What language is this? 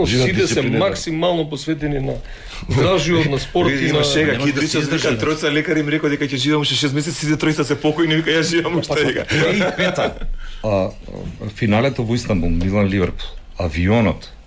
Macedonian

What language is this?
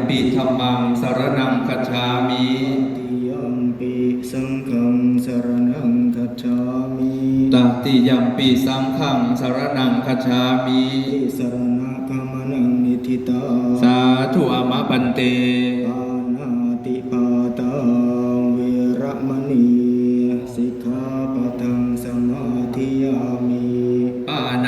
Pali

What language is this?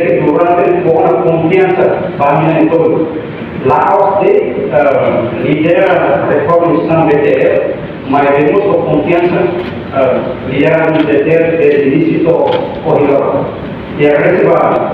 Tetum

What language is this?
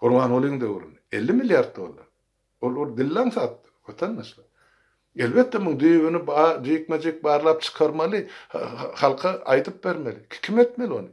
Turkmen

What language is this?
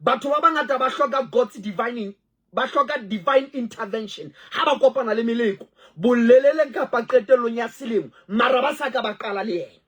Southern Sotho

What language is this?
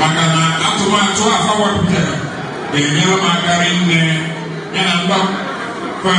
Igbo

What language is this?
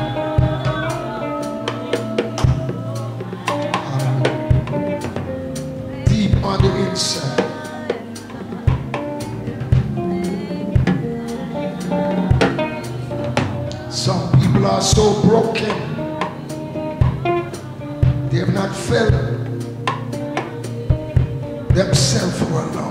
English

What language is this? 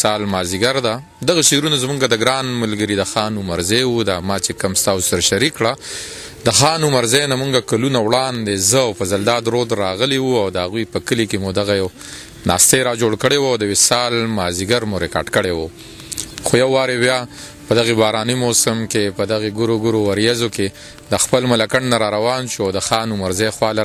Pashto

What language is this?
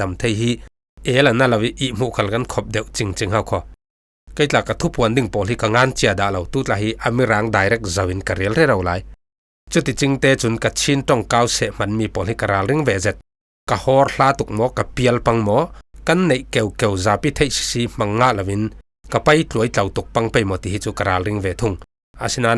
Falam Chin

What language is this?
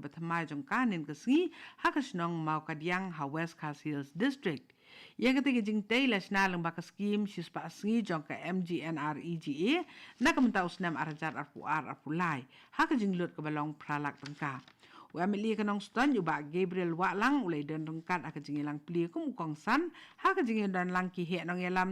Khasi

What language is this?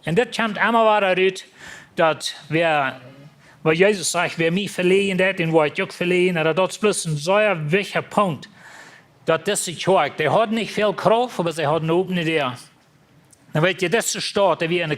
Plautdietsch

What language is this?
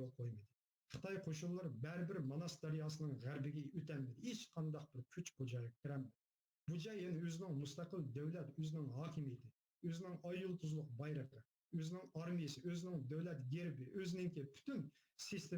Uyghur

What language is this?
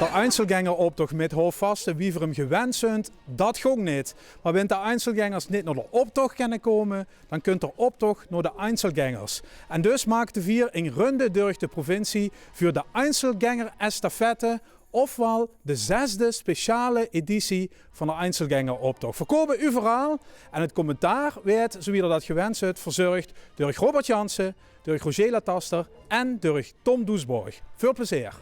Limburgish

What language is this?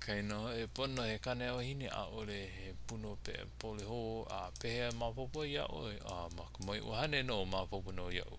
Hawaiian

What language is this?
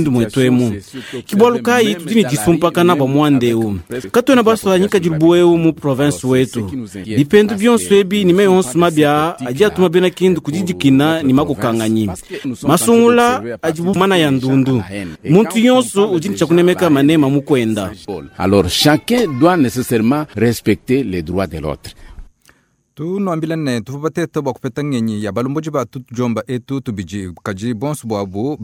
Luba-Lulua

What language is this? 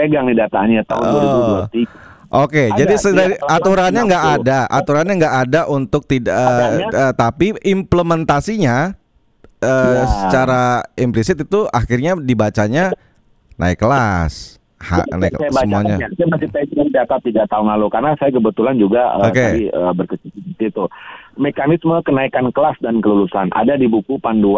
Indonesian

